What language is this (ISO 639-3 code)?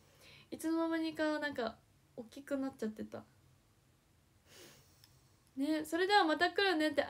jpn